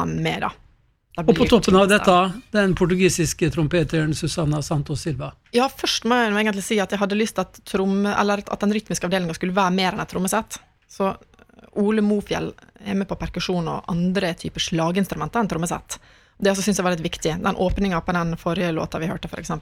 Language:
Norwegian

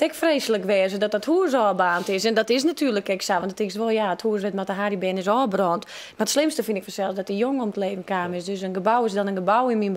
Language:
Western Frisian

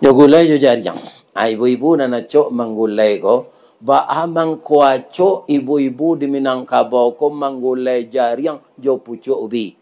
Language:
Minangkabau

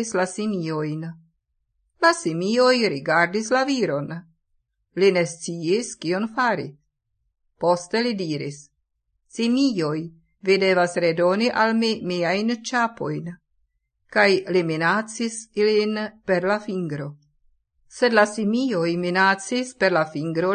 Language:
Esperanto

